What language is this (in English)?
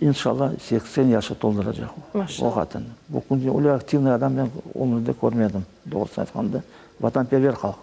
Crimean Tatar